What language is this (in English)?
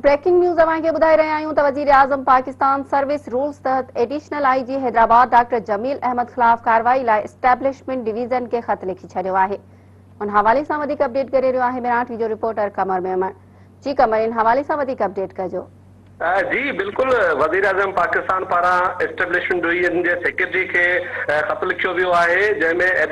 Sindhi